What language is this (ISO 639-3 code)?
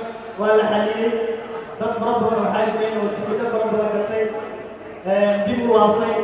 som